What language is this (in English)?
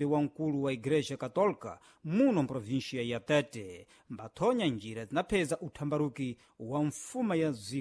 Sena